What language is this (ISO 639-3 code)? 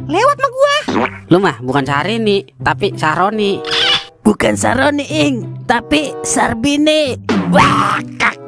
bew